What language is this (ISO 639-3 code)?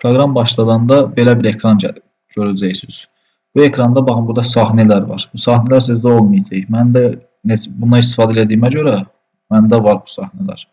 aze